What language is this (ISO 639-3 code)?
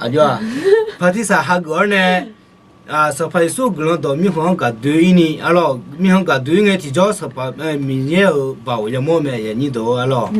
ahk